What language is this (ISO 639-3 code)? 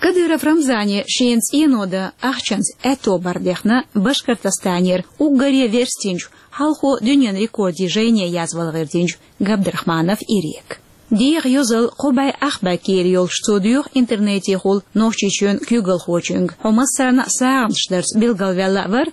che